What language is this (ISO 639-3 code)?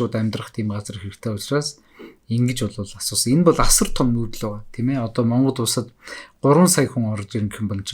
mon